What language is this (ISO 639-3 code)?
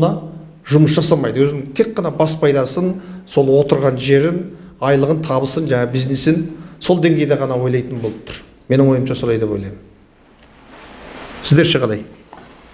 kaz